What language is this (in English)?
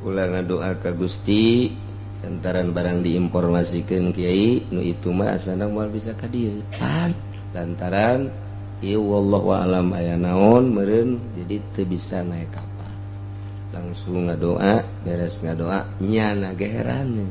Sundanese